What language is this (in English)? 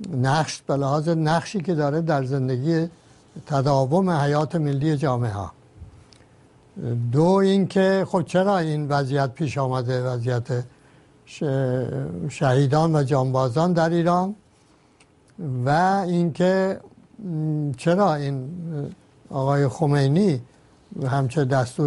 Persian